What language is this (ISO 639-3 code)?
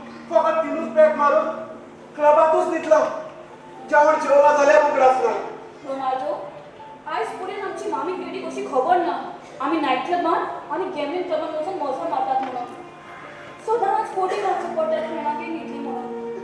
kok